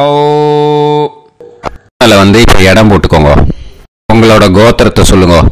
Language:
Tamil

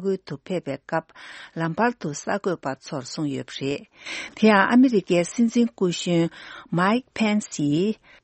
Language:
Tibetan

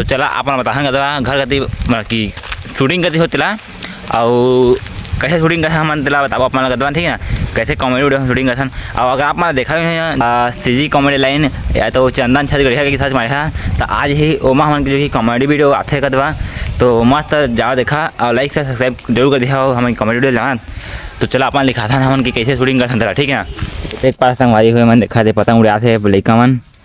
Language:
Chhattisgarhi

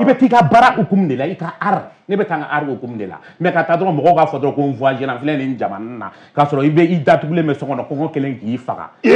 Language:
Bambara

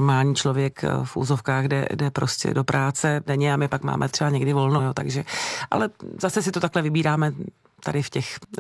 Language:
Czech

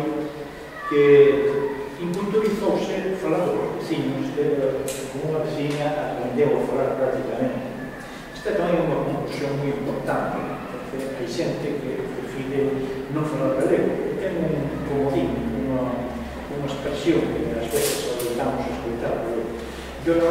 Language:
Galician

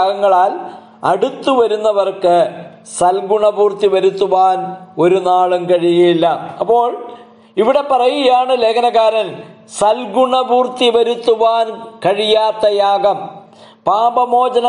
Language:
Malayalam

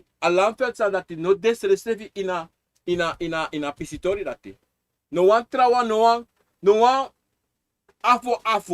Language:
Sranan Tongo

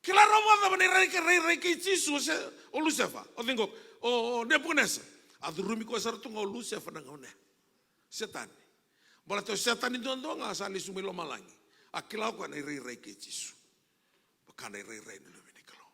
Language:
Fijian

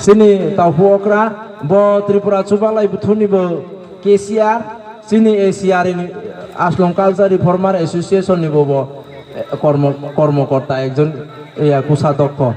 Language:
Kok Borok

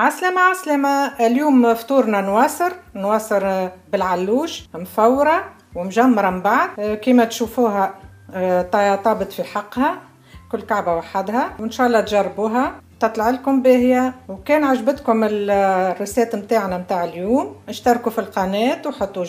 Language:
Tunisian Arabic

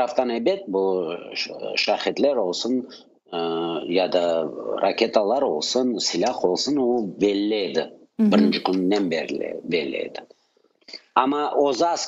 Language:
Crimean Tatar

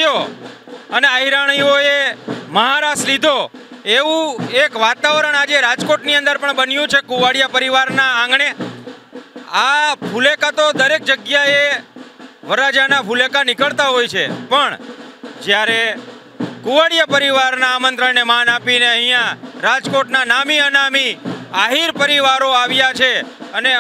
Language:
Gujarati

